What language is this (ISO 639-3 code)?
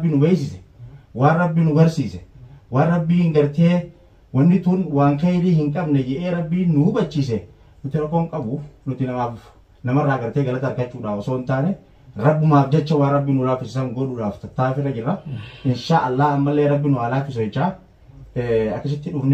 orm